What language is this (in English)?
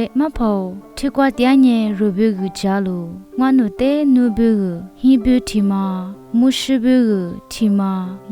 Lisu